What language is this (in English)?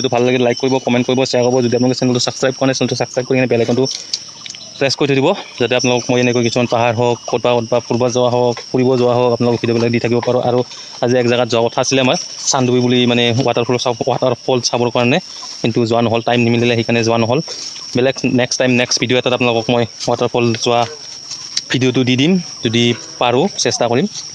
Assamese